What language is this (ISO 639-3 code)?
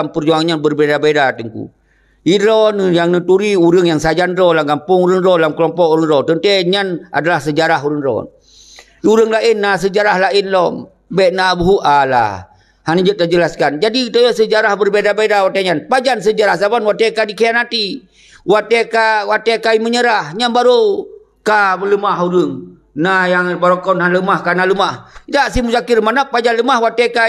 ace